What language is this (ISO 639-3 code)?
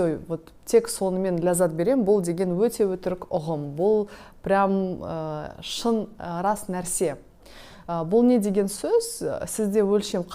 kaz